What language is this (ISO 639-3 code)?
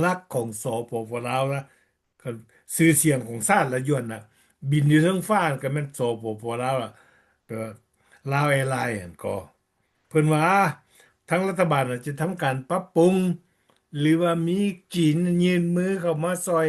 lao